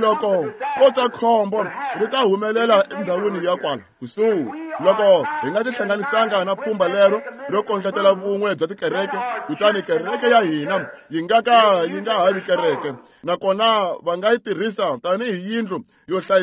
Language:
Tsonga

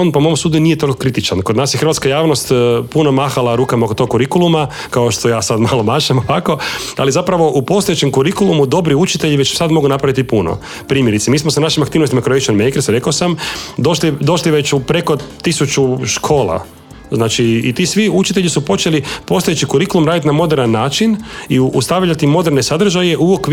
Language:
Croatian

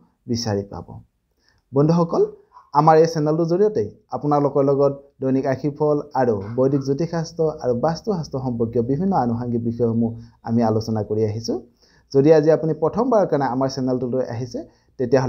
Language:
Assamese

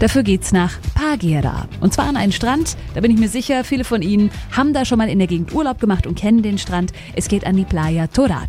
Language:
German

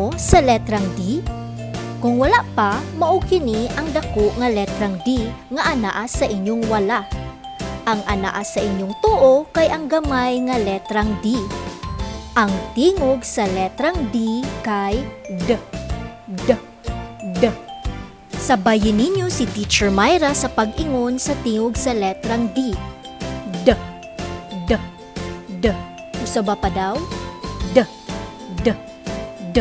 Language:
Cebuano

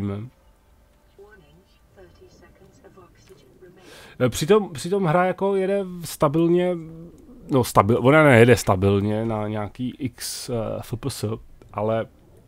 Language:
Czech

